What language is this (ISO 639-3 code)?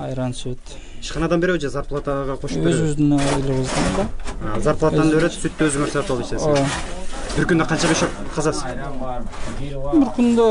kir